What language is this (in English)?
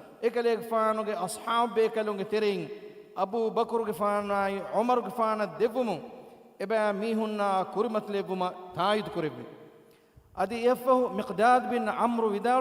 Divehi